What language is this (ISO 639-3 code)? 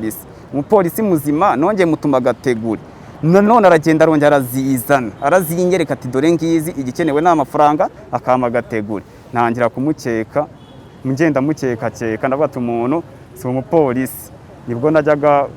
kin